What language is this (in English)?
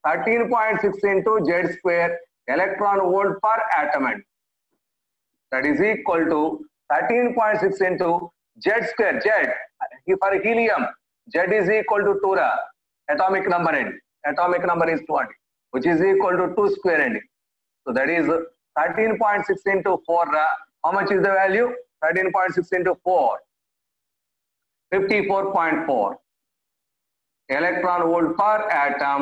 English